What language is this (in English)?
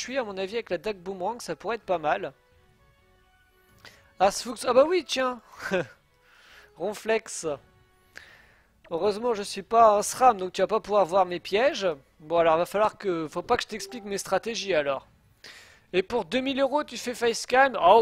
French